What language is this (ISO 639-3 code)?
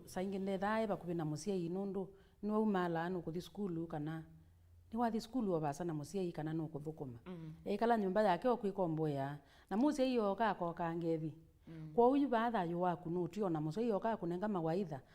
kam